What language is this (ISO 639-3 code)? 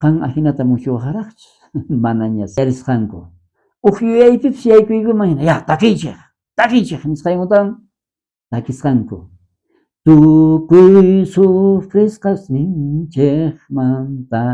quh